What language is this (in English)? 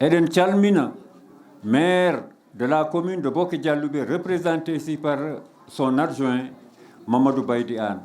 Fula